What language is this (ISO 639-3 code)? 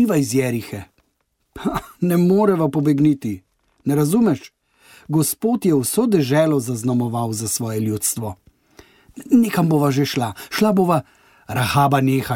slv